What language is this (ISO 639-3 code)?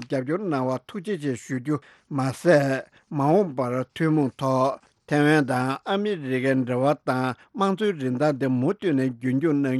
bod